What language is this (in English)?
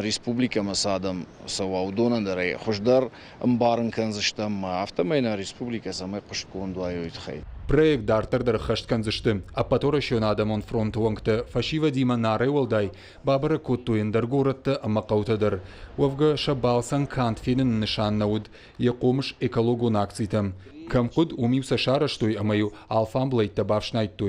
Ossetic